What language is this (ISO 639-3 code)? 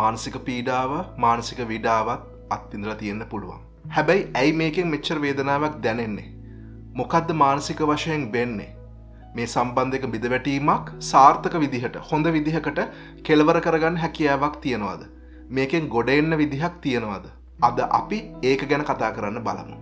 sin